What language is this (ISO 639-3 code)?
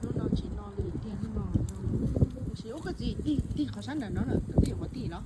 hmn